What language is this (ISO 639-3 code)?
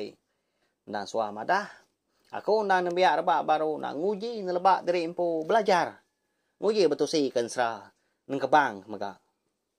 iba